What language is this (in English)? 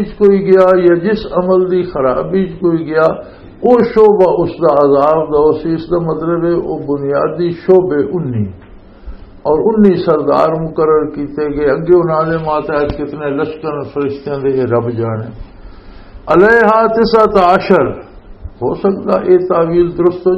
Western Panjabi